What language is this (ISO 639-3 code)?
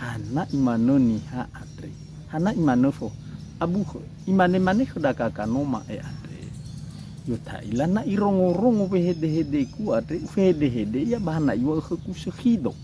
nia